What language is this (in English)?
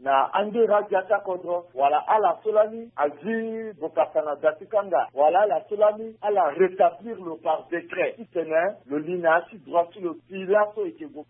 Sango